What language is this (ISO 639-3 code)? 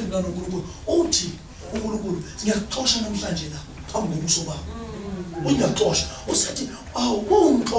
zul